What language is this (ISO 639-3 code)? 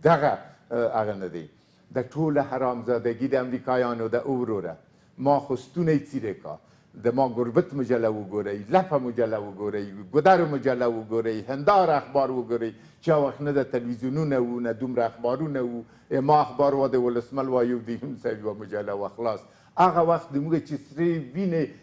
pus